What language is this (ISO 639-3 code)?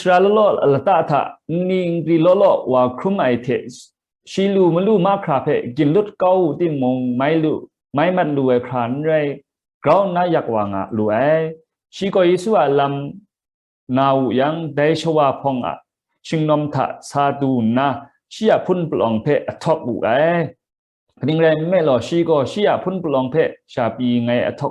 kac